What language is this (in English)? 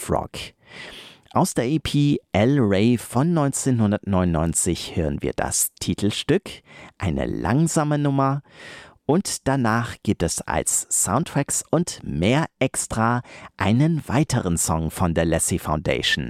German